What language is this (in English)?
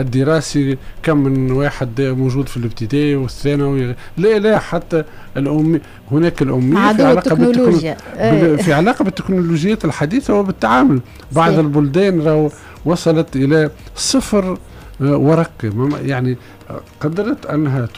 Tunisian Arabic